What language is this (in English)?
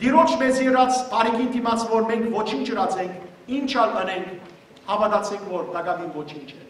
Western Armenian